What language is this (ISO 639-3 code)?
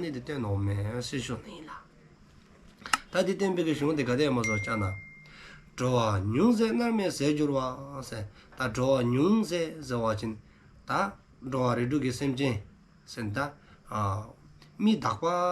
dzo